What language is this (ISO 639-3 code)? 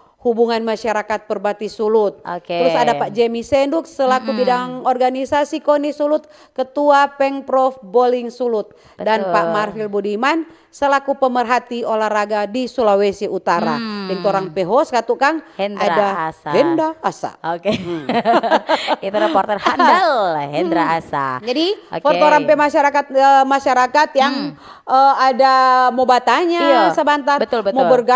xmm